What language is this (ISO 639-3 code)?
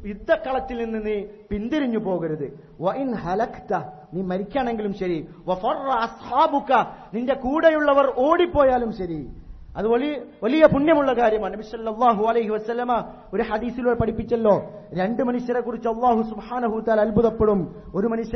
mal